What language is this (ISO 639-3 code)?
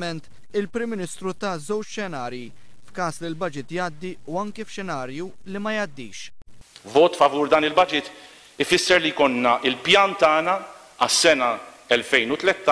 mlt